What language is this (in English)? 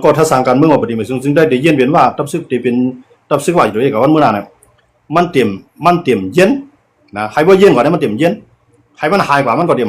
Shan